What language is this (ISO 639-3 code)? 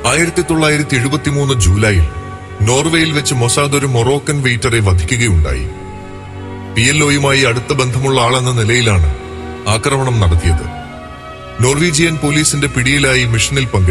mal